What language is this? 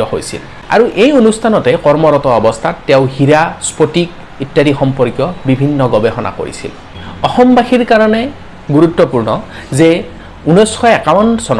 Assamese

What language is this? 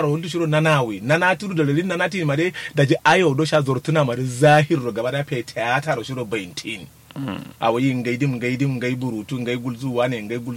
Kanuri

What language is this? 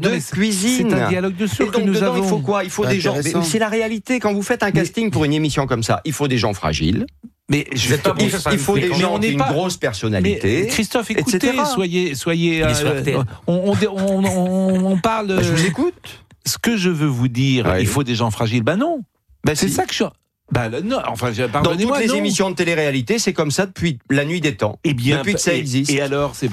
French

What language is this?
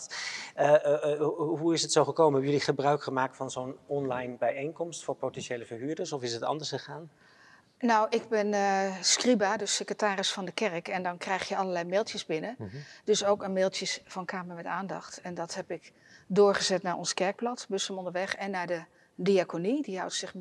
Dutch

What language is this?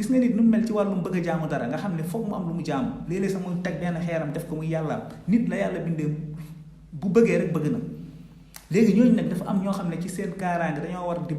Wolof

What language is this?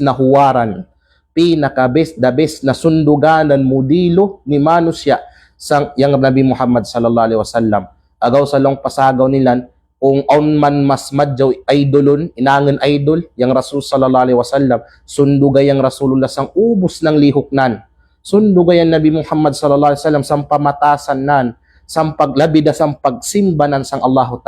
Kalagan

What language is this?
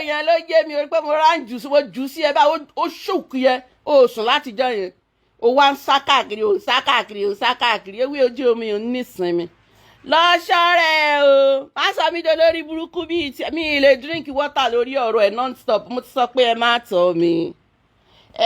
Yoruba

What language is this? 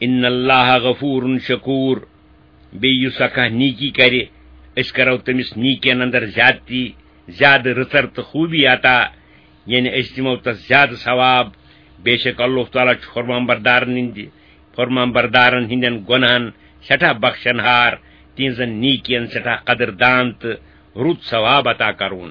Kashmiri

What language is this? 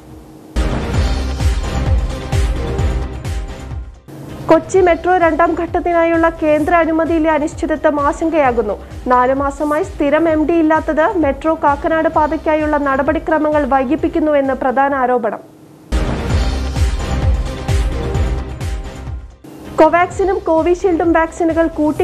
Malayalam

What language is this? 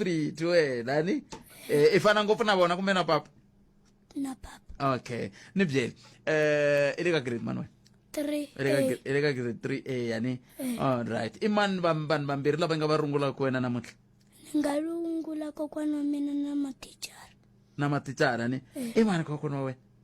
Tsonga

